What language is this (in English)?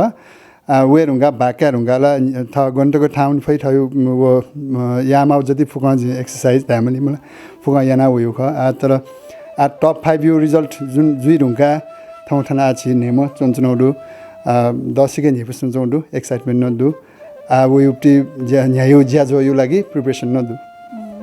Newari